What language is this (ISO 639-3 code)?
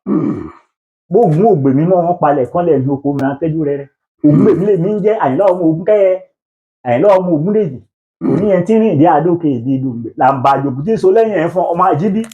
yor